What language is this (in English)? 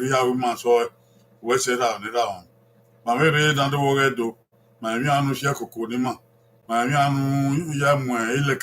Bini